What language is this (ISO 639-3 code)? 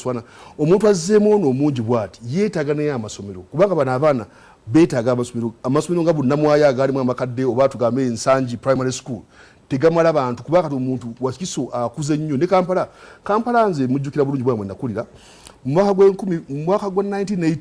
lug